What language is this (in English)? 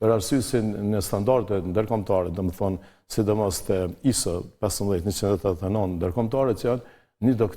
Albanian